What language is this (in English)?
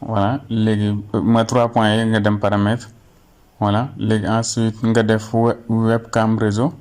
Wolof